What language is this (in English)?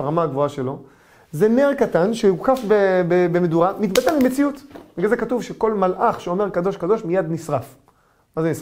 Hebrew